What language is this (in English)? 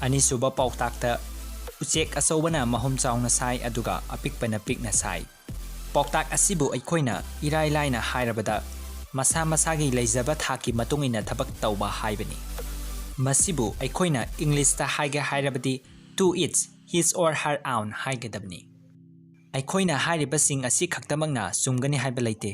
Manipuri